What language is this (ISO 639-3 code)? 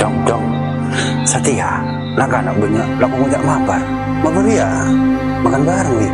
mad